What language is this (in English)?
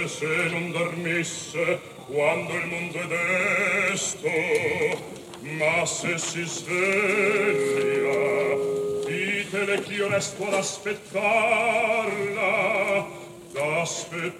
Italian